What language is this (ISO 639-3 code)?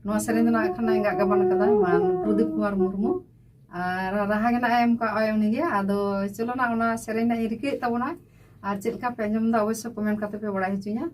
sat